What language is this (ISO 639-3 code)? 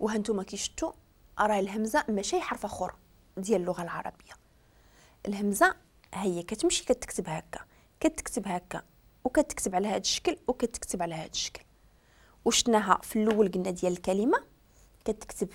ary